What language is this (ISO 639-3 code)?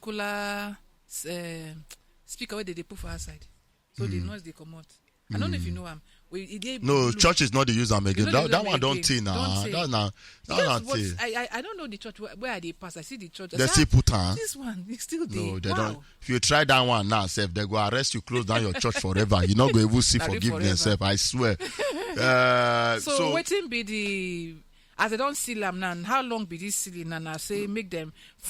pcm